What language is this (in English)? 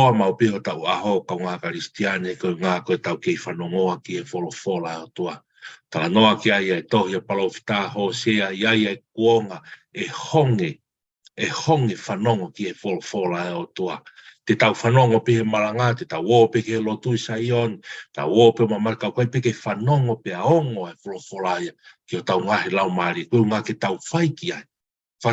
Tongan